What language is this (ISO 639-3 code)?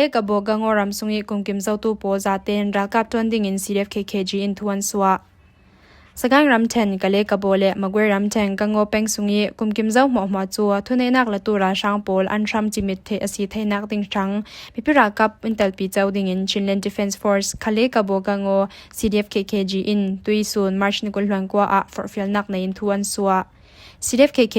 cfm